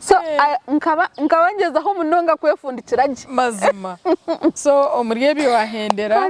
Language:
Nyankole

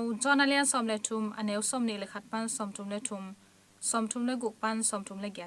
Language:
Tedim Chin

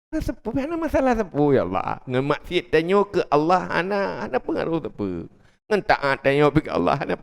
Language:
Achinese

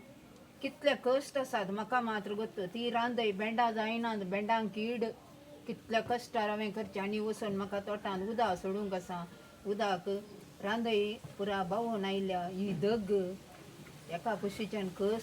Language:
Konkani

